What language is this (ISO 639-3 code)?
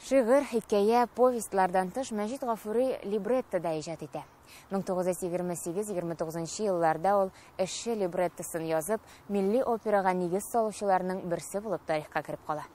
tat